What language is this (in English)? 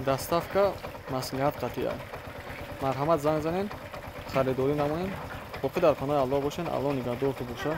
Tajik